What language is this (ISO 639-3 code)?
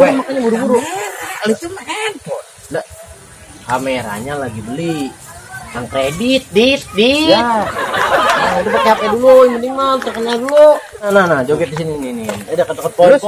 bew